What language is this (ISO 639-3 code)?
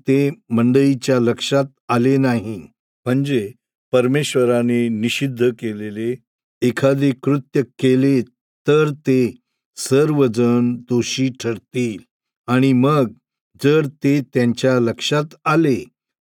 mar